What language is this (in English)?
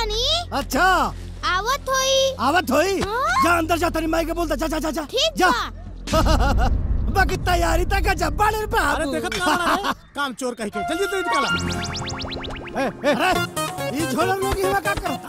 Bhojpuri